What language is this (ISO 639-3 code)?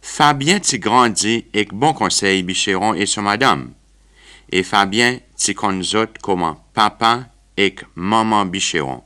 crs